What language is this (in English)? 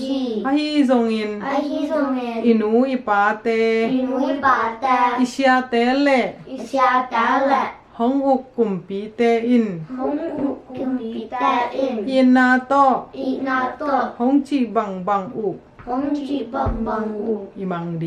Tedim Chin